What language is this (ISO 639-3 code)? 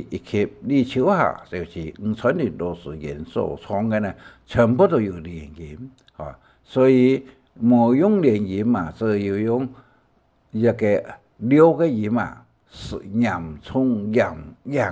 hak